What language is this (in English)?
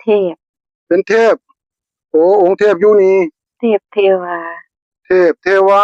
Northeastern Thai